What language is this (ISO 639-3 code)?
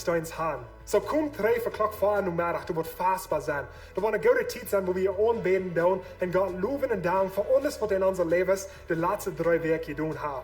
pdt